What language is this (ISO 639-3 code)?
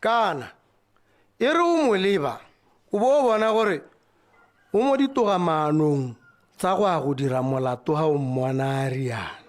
tsn